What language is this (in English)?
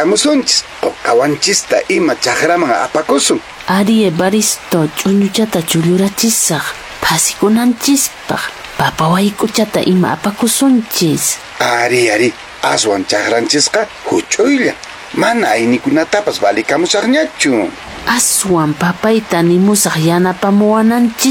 Quechua